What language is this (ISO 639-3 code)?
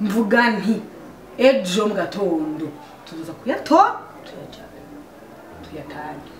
run